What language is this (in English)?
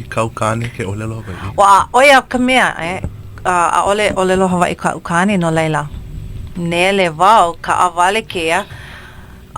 Hawaiian